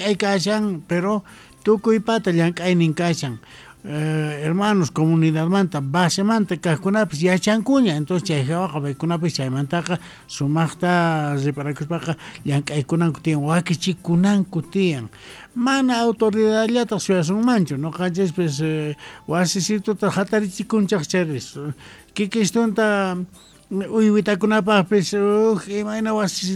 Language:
Quechua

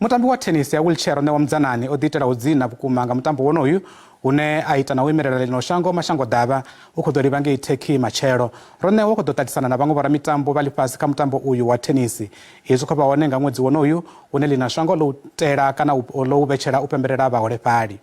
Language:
Venda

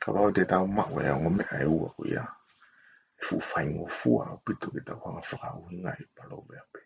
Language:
Tongan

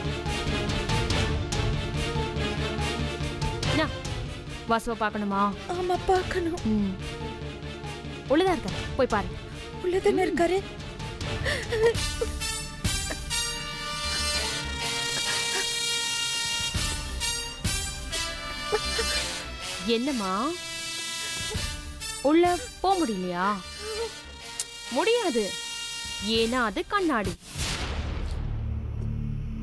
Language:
Tamil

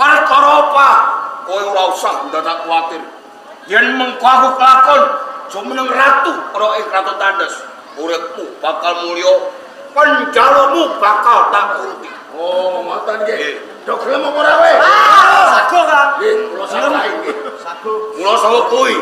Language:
Javanese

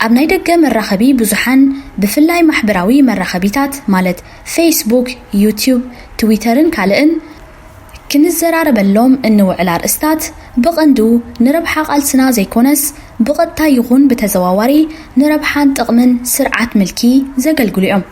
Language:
Tigrinya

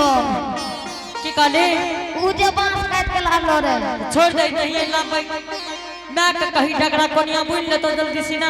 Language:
Angika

